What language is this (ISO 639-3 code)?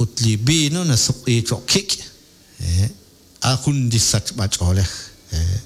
kek